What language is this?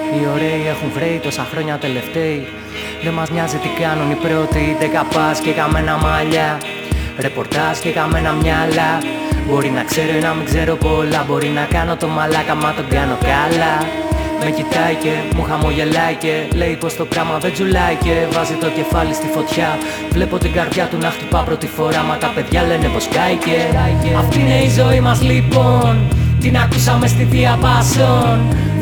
Greek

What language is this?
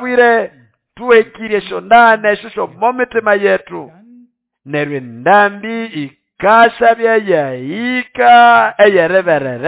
Nande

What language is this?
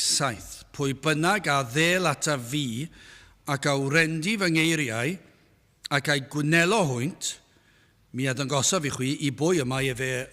Welsh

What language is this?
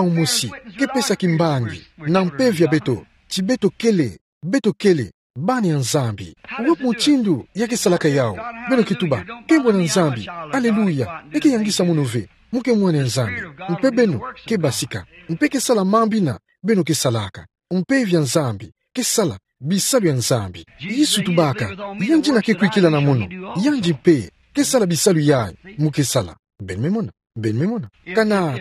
Kituba (Democratic Republic of Congo)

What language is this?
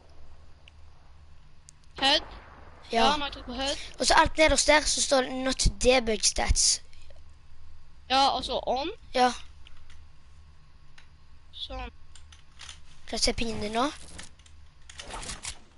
Norwegian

